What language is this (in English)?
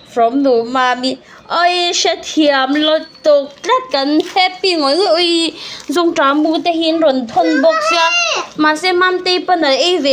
Mizo